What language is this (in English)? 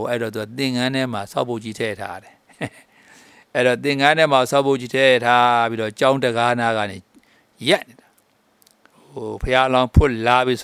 Burmese